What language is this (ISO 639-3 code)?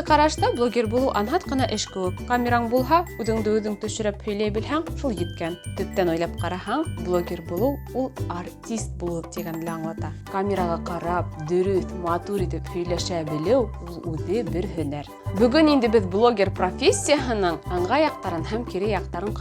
bak